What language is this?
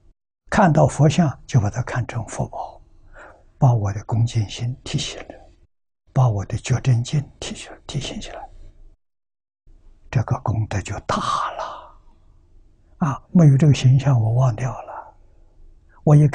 Chinese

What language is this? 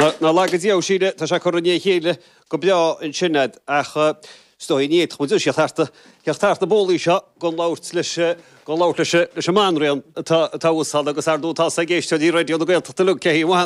Irish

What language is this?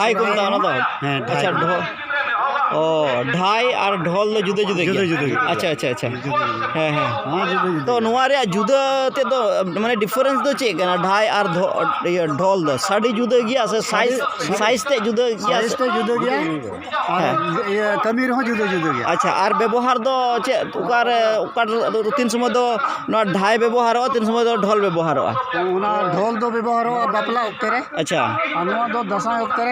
Santali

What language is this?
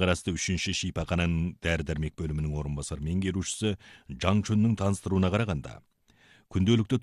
Kazakh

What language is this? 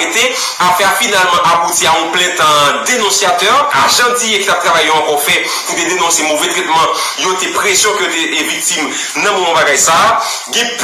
Haitian Creole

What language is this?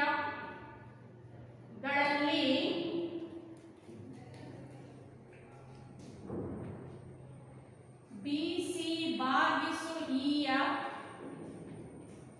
Kannada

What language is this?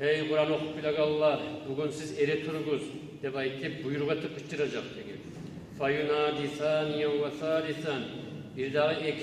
Kumyk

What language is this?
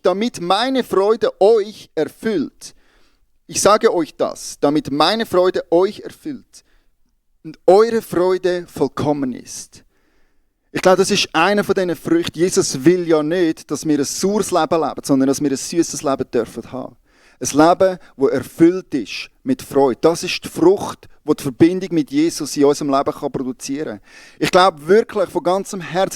Swiss German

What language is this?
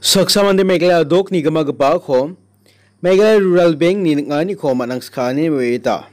Garo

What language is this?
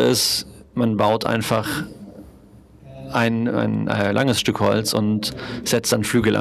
German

